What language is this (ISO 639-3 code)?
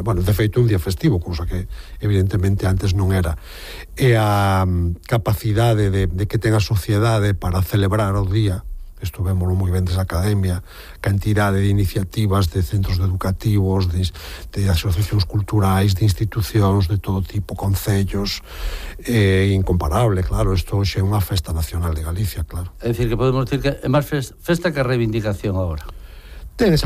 glg